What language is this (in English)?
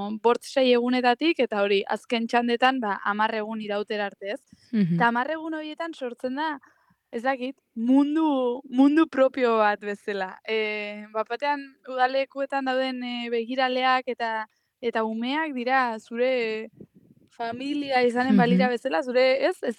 Basque